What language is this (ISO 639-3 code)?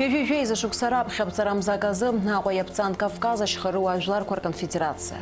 abk